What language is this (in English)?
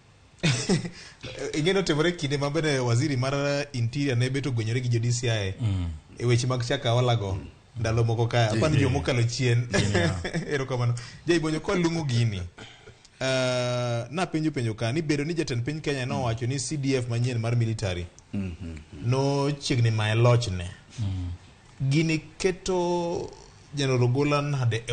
Luo (Kenya and Tanzania)